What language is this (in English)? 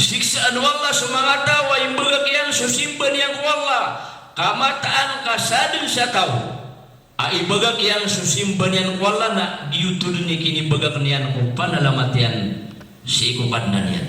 Maranao